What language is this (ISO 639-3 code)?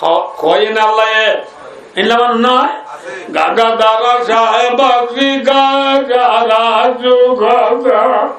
rhg